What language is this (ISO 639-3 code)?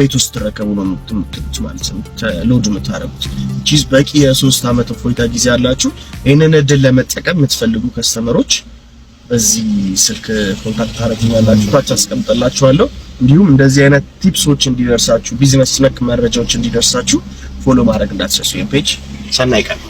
amh